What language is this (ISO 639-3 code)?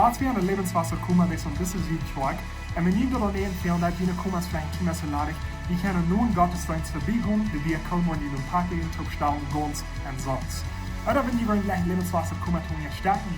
pdt